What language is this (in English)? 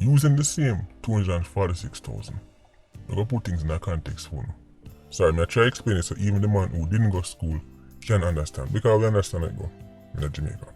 Jamaican Creole English